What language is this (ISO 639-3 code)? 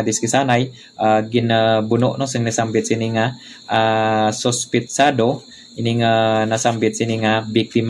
hil